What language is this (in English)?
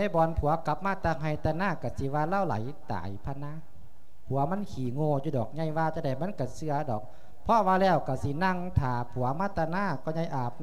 Lao